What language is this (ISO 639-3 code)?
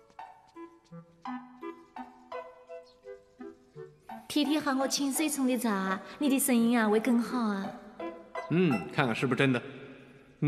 zho